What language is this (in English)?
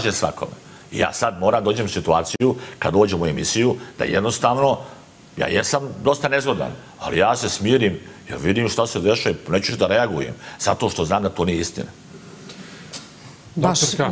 Serbian